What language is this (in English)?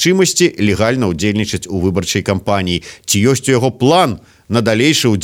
Belarusian